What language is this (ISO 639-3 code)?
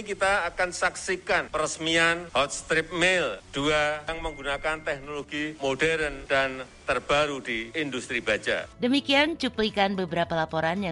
ind